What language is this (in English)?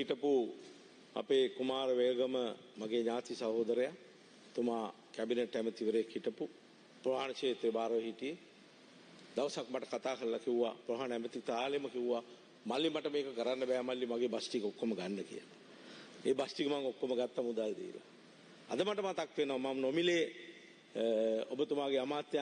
Sinhala